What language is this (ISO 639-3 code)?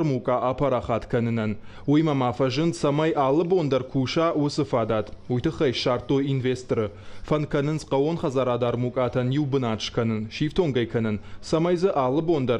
oss